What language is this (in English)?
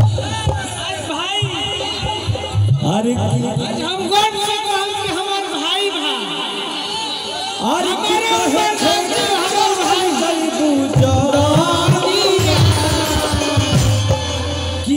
Bhojpuri